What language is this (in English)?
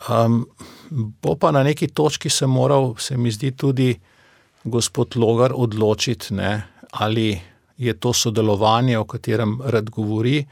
Slovenian